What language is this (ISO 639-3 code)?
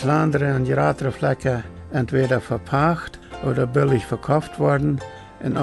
pdt